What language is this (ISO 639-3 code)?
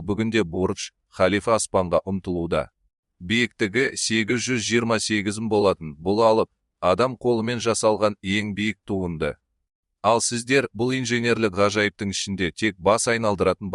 kaz